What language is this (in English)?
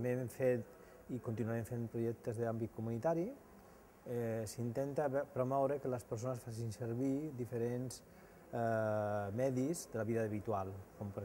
Catalan